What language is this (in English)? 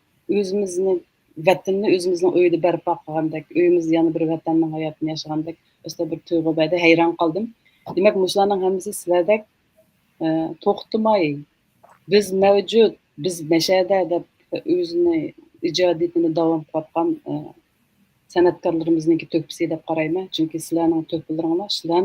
Uyghur